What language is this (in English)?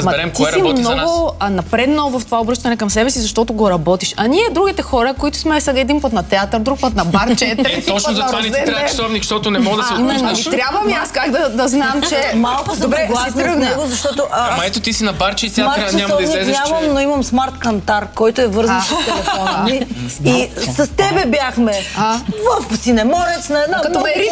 Bulgarian